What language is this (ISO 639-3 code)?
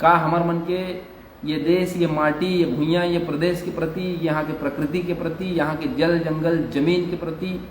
hne